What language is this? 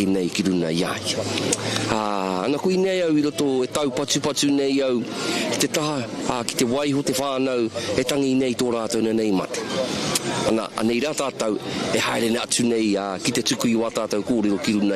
Māori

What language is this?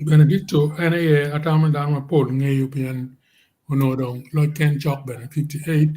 Acoli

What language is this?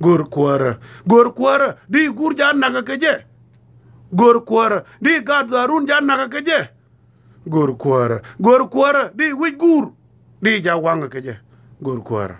Nuer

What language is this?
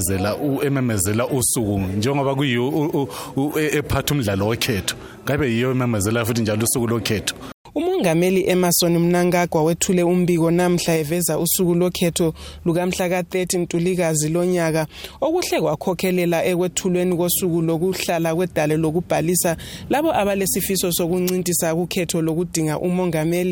North Ndebele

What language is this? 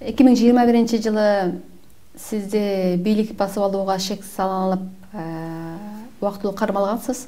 Kyrgyz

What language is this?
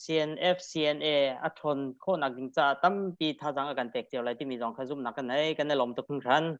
Hakha Chin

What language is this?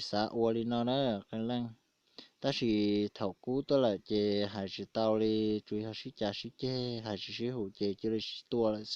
Hmong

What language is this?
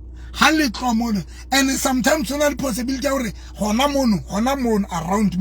Southern Sotho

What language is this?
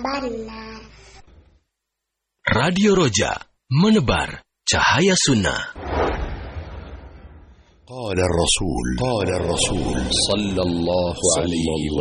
Indonesian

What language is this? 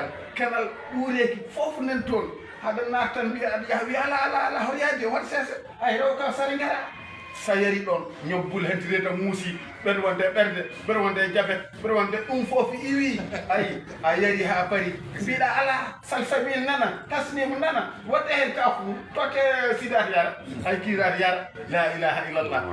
Fula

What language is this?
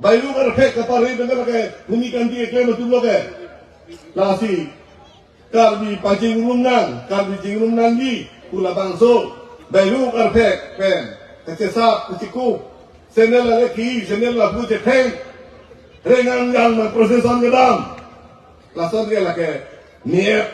Karbi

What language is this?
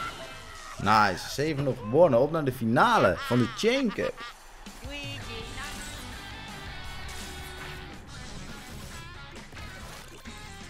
Dutch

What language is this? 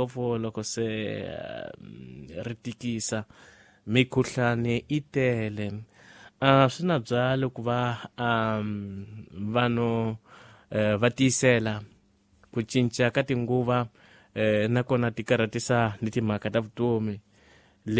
Tsonga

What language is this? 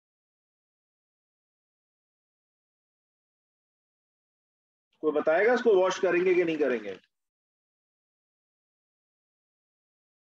Hindi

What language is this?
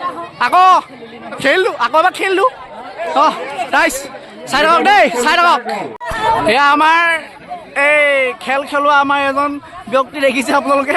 Assamese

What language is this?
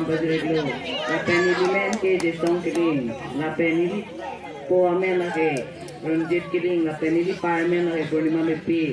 Karbi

